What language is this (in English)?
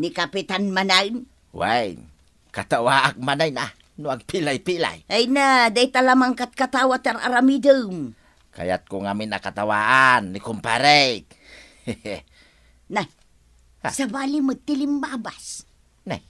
Iloko